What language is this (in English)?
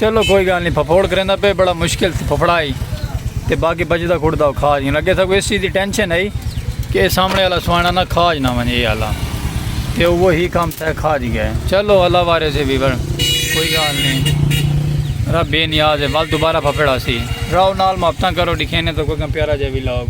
Saraiki